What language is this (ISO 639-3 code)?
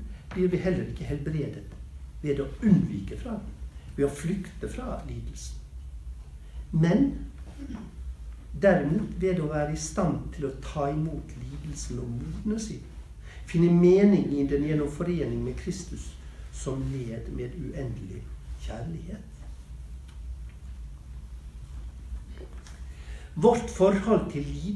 nor